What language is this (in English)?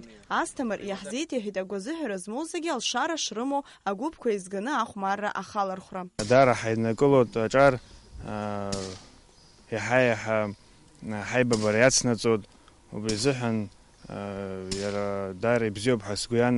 Abkhazian